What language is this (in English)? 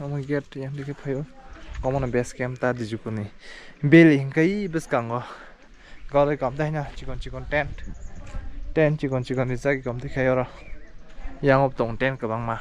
Kok Borok